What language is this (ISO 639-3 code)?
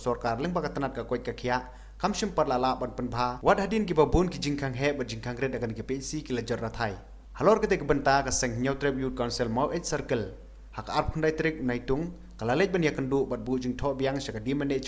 kha